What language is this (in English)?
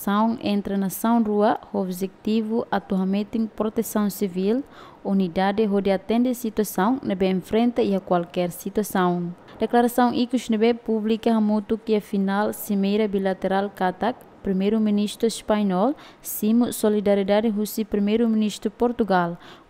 Tetum